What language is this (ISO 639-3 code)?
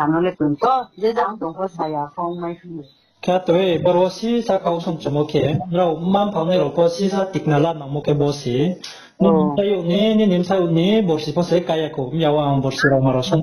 ria